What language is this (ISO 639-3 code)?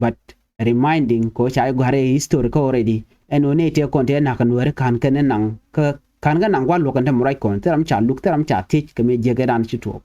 nus